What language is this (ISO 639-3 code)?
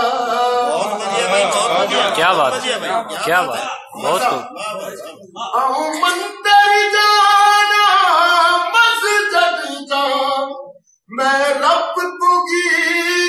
doi